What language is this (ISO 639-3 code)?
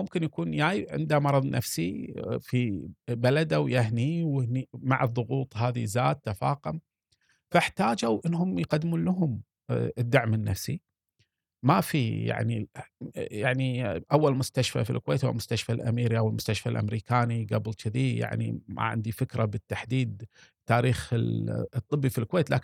afb